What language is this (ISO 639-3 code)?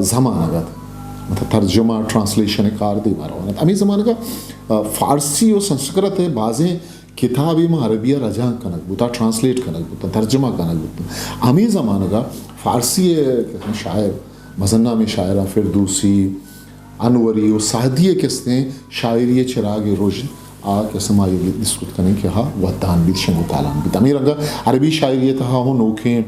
bgp